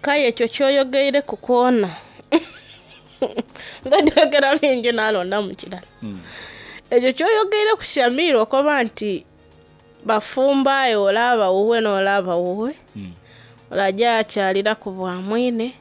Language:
Soga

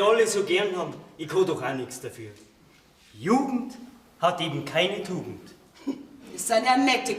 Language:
Bavarian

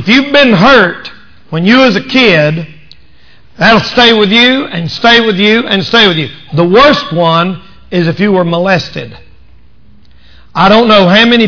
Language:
English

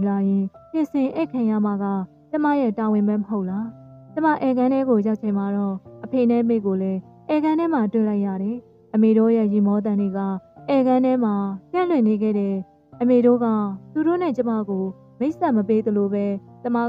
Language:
Burmese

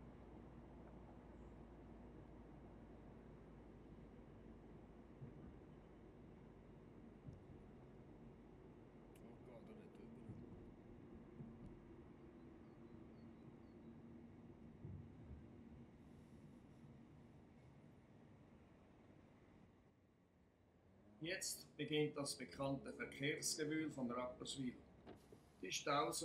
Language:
German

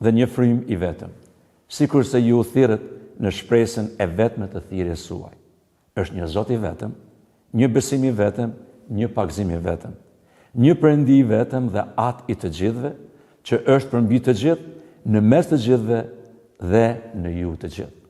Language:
Albanian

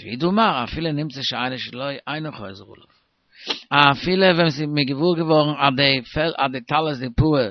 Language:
Yiddish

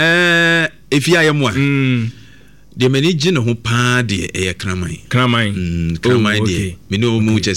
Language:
Akan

